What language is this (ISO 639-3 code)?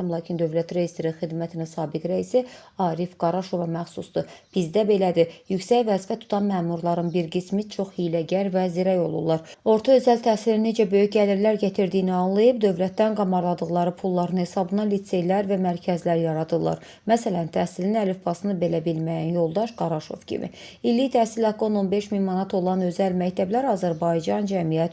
aze